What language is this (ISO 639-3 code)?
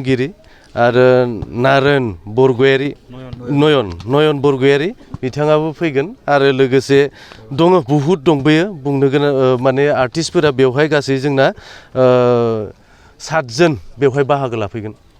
brx